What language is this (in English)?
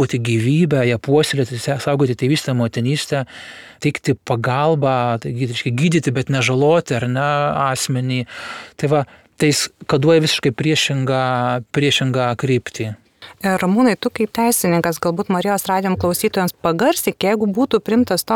Lithuanian